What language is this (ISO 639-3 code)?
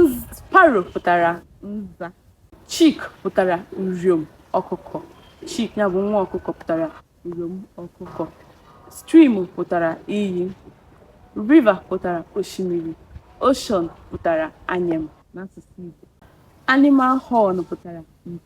ibo